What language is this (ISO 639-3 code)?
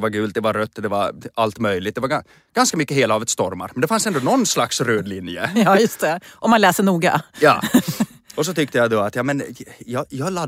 swe